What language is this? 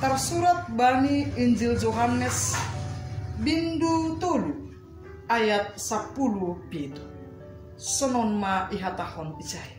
Batak Simalungun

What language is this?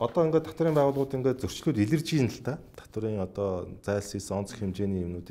Mongolian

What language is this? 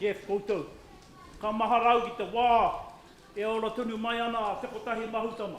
Māori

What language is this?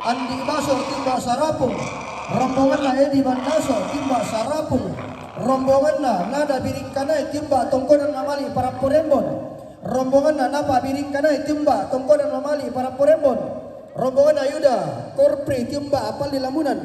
Toraja-Sa'dan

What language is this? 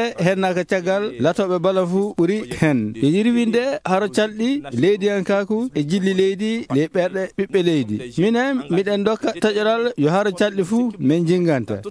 Maasina Fulfulde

